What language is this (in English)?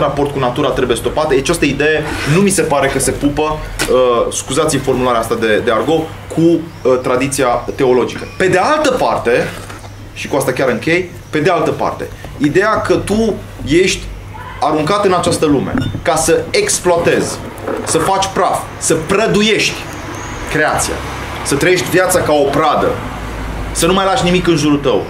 Romanian